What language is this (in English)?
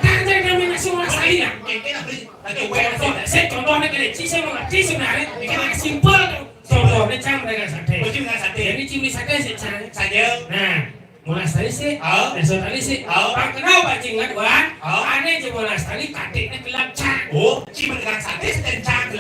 Balinese